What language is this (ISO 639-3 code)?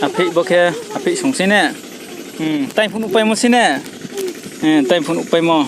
ria